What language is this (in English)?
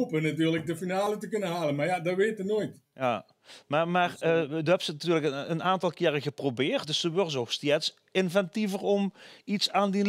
Limburgish